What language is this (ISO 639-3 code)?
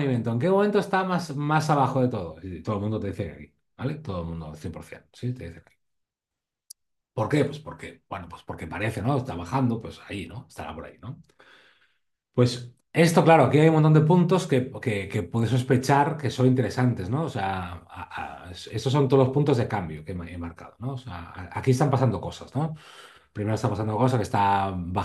spa